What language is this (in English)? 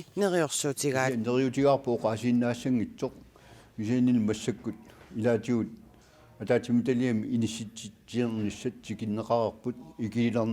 Kalaallisut